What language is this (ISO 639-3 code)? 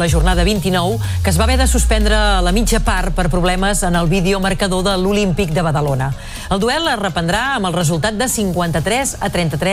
cat